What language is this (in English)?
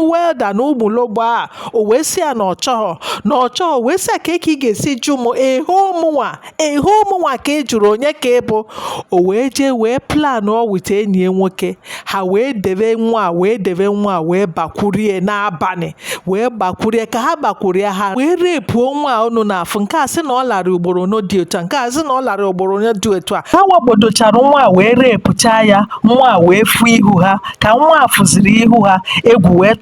Igbo